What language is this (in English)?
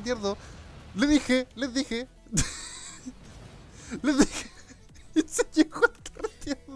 Spanish